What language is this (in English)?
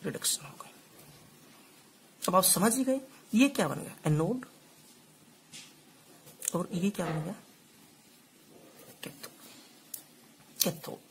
Hindi